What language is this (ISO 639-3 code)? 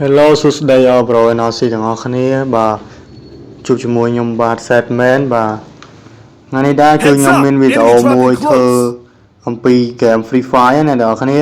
khm